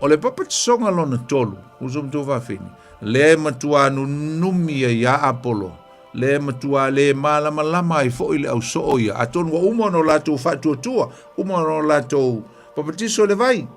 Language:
Samoan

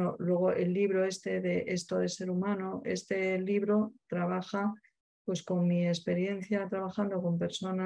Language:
Spanish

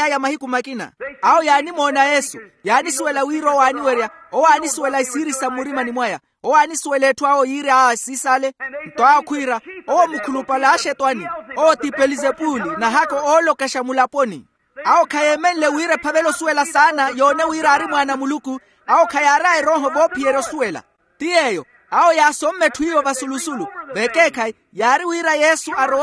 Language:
Makhuwa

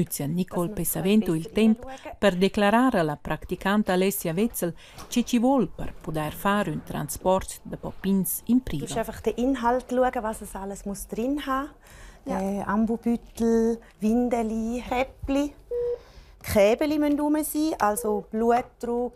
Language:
Romansh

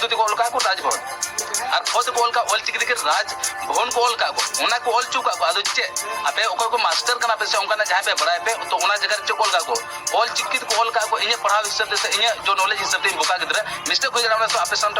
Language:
Santali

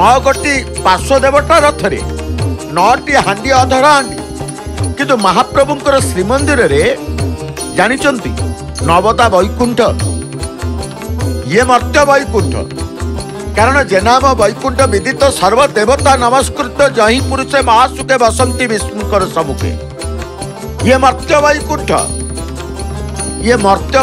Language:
Odia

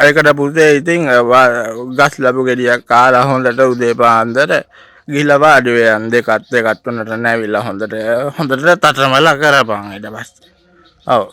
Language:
Sinhala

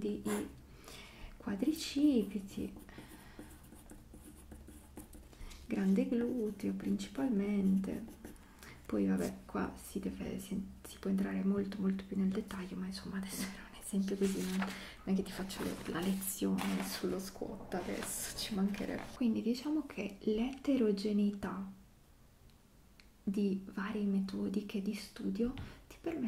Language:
Italian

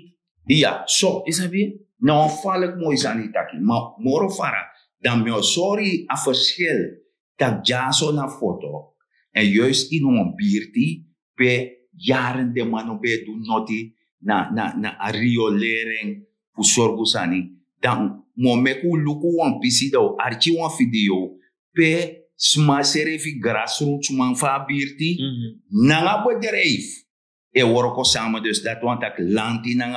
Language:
Sranan Tongo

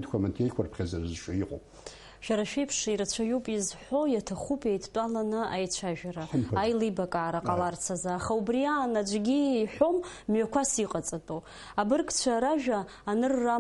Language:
Abkhazian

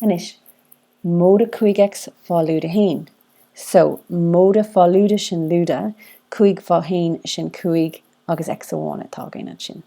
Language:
Irish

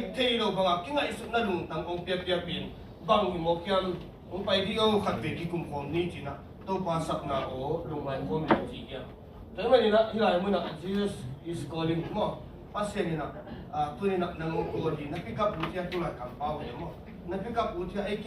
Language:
Tedim Chin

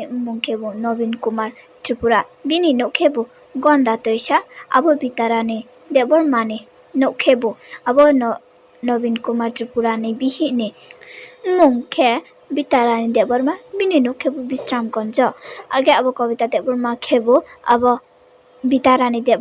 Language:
Riang (India)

